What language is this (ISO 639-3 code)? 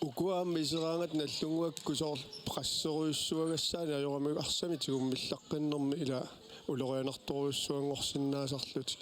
kal